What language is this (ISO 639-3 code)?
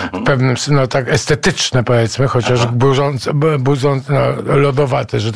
pol